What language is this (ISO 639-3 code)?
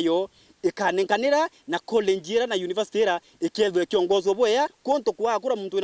mer